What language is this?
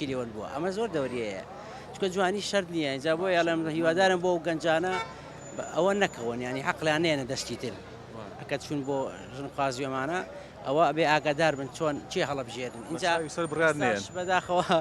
Central Kurdish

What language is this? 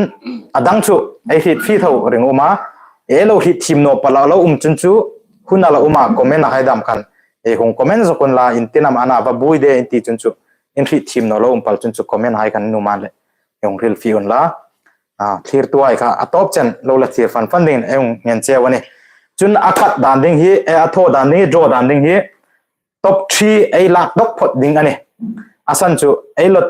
Hmar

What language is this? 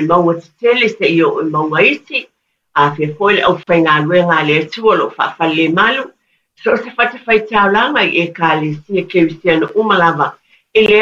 Samoan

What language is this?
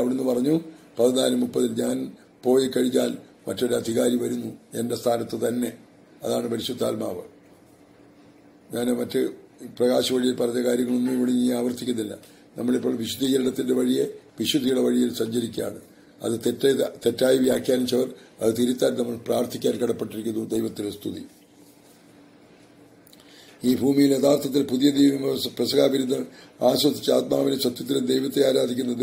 Malayalam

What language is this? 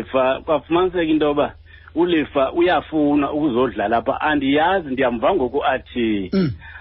Xhosa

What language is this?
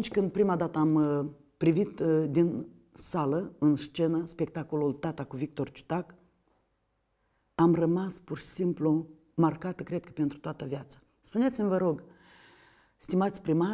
Romanian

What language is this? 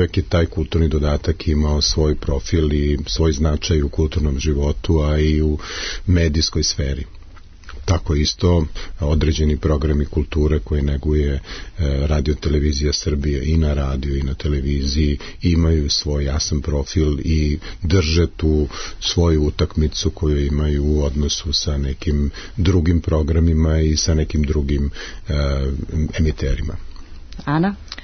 Serbian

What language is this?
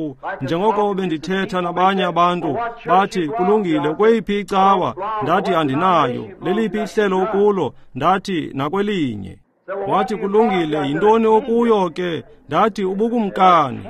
Xhosa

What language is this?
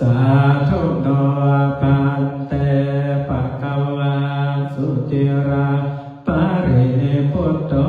Pali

